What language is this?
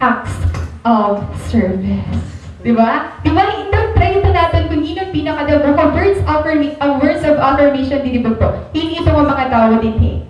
Waray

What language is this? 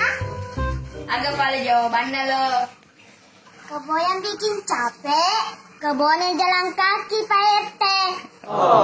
Buginese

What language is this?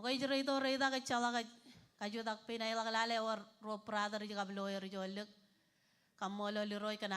Marshallese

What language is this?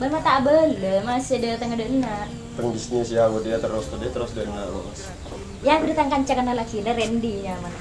Madurese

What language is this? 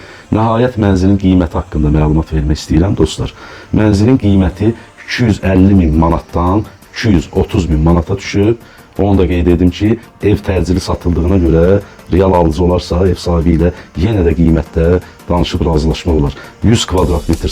Azerbaijani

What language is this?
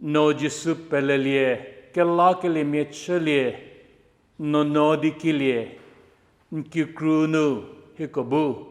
Angami Naga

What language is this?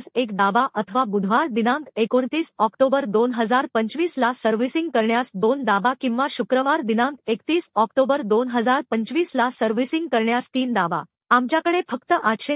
Marathi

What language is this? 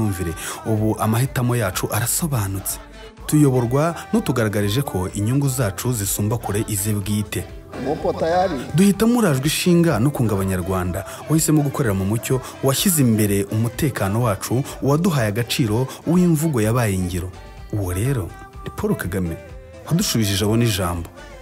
Kinyarwanda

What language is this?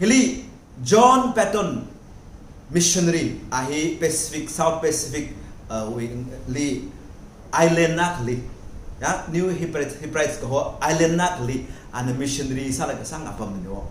Tangkhul Naga (India)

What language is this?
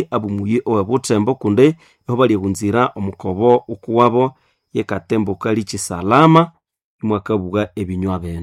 Nande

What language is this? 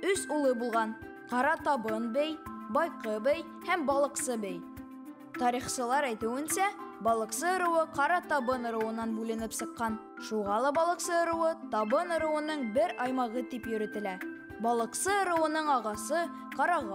Bashkir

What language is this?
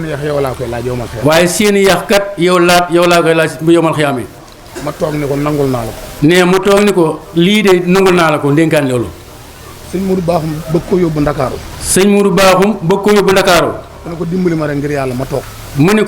Wolof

